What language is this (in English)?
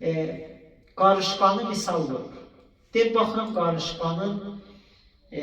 Azerbaijani